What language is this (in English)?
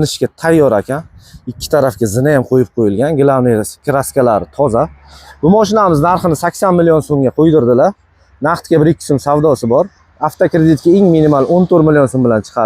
Uzbek